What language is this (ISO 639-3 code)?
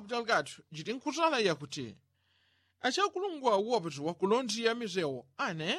yao